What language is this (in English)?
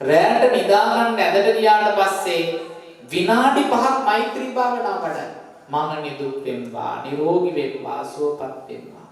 Sinhala